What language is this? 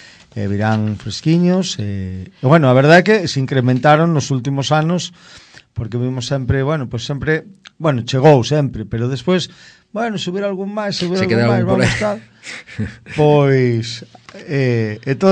Galician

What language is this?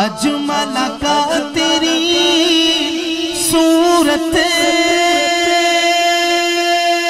Urdu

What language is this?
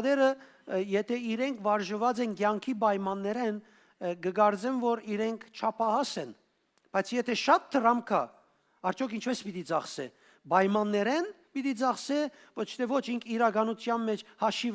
Western Armenian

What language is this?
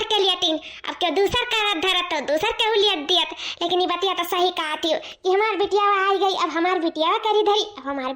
Awadhi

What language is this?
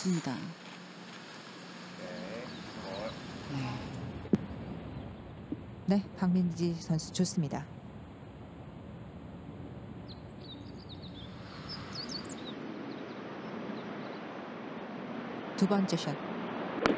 Korean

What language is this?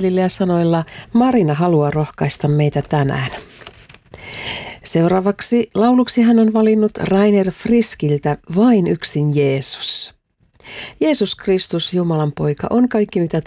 Finnish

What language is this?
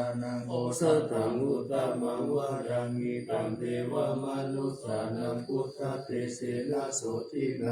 Pali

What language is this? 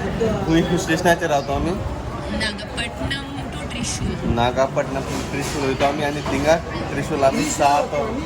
Konkani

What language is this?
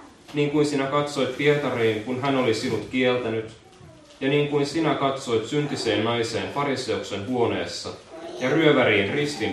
Finnish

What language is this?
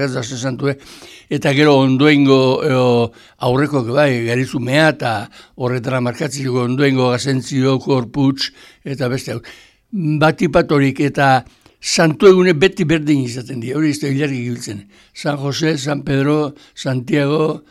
Basque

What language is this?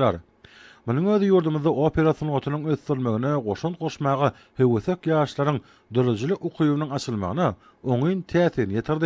Turkmen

